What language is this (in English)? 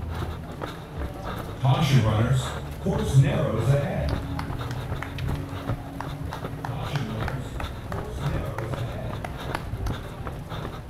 English